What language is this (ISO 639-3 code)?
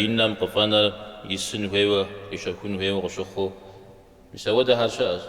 kbd